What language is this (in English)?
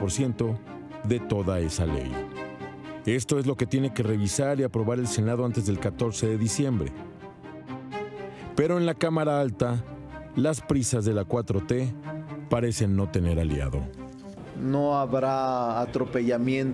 Spanish